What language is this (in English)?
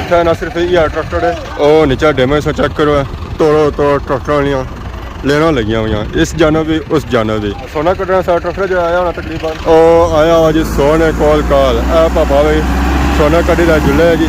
Pahari-Potwari